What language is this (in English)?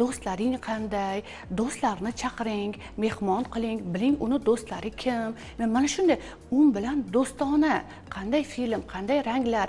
Uzbek